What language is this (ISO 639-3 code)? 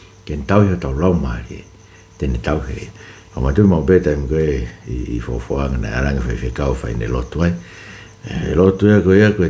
ton